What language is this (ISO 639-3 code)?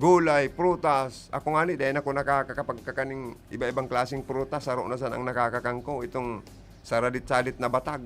bik